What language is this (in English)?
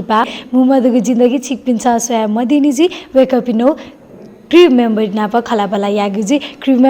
Newari